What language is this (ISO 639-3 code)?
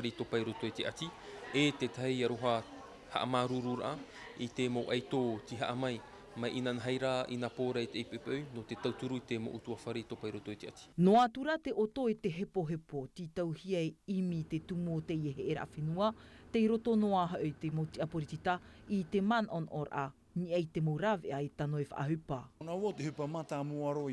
tah